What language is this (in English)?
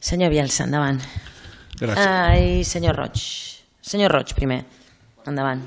Catalan